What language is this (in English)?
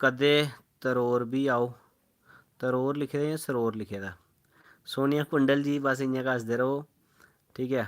Dogri